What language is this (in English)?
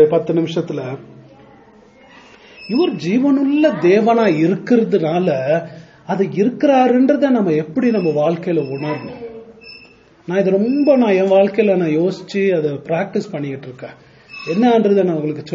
Tamil